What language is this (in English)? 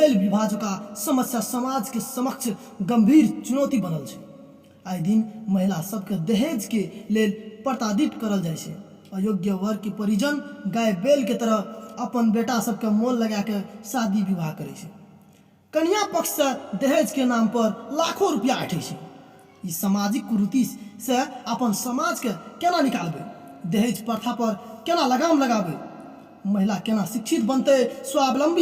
Maithili